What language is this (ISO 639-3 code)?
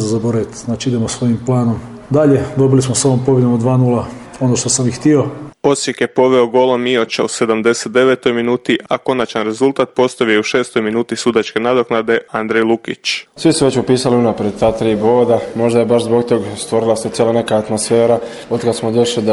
hrv